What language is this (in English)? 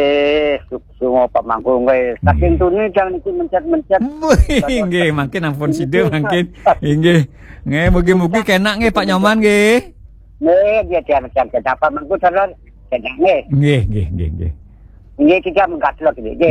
Balinese